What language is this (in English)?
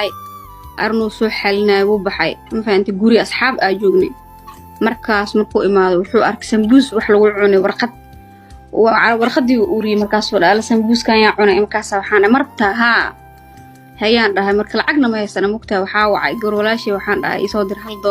Somali